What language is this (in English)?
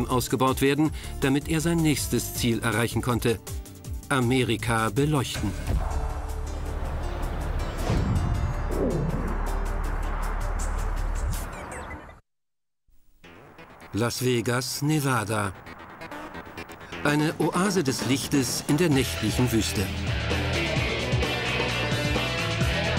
German